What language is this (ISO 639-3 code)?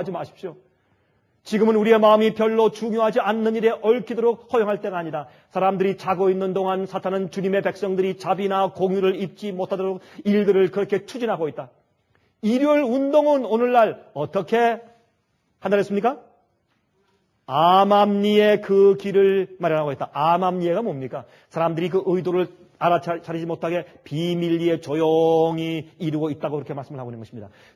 kor